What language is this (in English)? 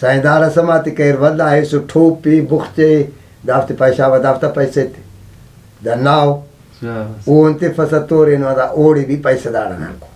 Brahui